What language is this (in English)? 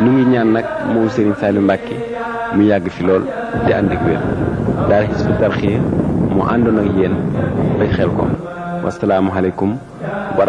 Wolof